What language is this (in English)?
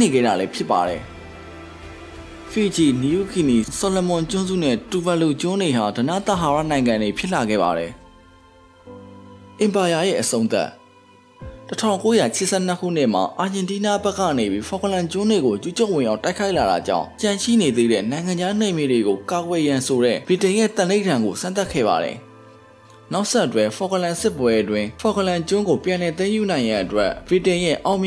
Burmese